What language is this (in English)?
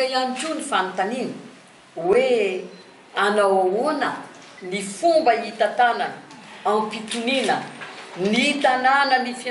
Malagasy